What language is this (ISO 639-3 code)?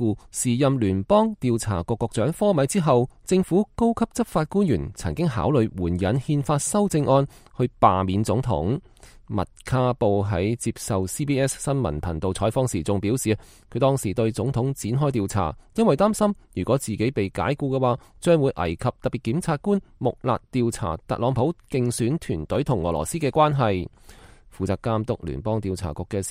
yue